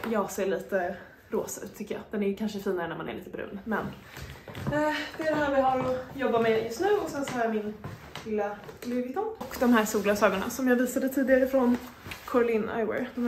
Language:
Swedish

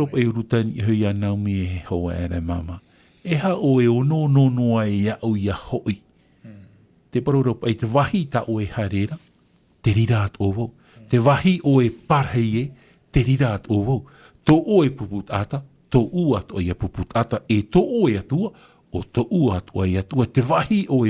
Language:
Tahitian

